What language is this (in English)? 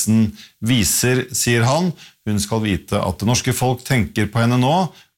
Norwegian